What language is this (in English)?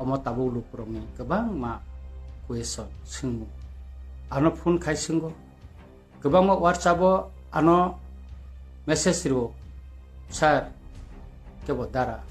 Kok Borok